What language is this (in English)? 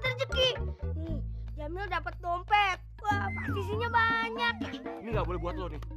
Betawi